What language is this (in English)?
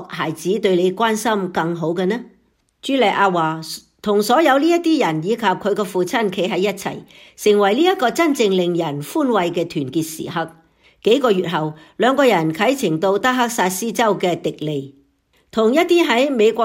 Cantonese